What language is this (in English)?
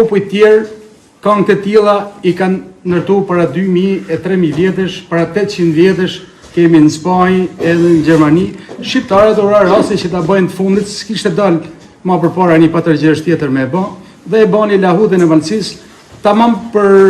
Albanian